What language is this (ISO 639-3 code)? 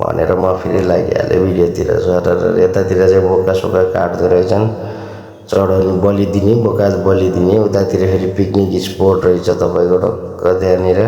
nep